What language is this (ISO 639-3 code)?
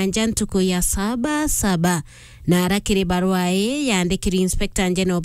mer